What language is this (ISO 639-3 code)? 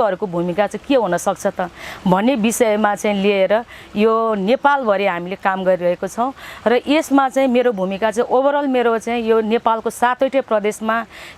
nep